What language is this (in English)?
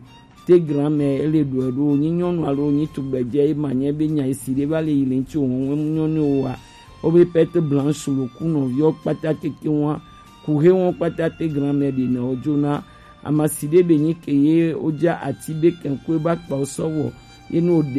Gen